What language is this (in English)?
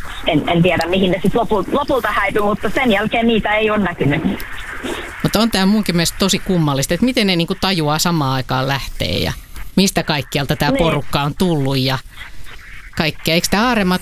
Finnish